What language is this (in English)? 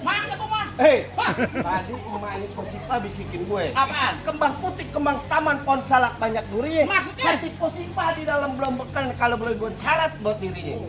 Betawi